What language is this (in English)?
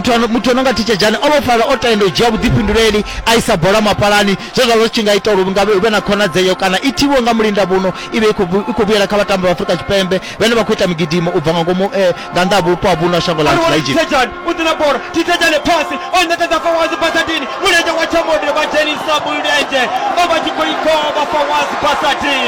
Venda